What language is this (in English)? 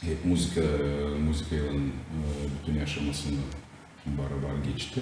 Gagauz